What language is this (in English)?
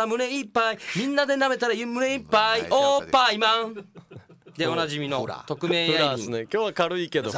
Japanese